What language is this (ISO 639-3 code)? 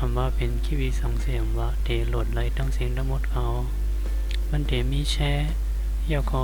shn